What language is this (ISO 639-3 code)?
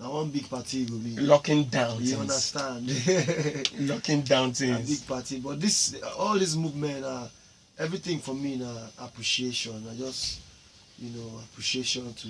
pcm